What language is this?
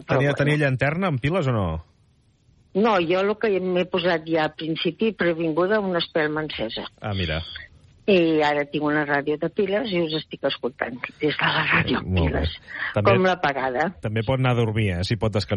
Catalan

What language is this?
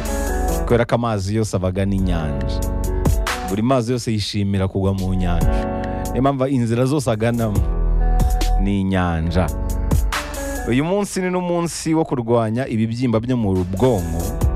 Kinyarwanda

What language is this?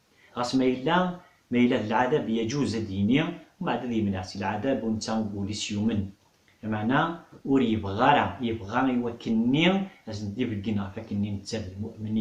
Kabyle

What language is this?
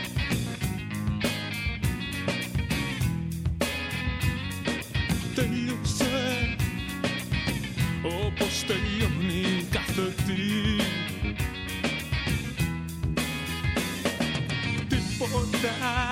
Greek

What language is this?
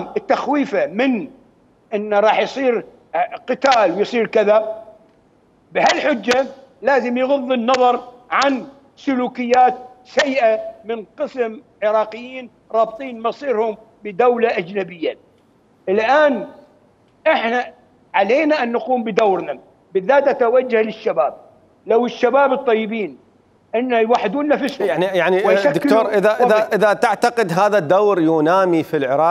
Mesopotamian Arabic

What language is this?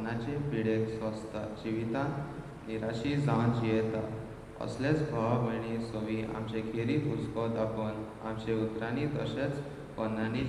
Konkani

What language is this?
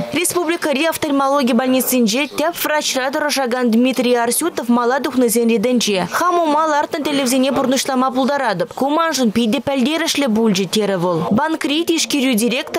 Chuvash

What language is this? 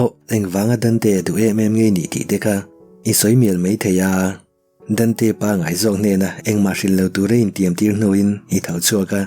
Mizo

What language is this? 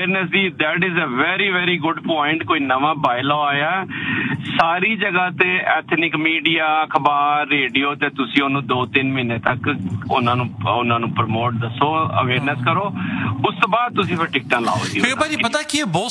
Punjabi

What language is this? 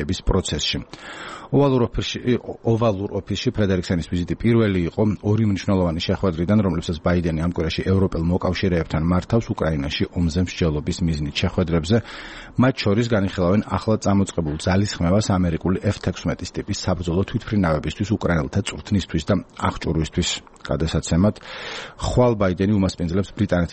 Georgian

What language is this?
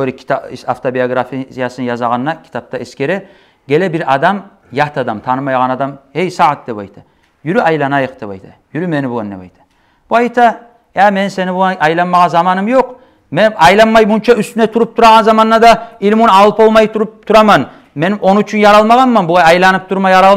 Kumyk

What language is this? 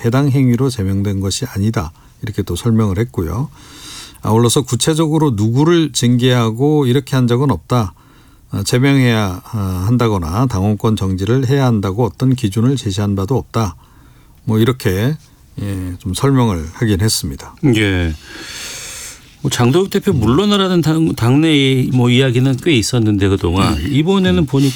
Korean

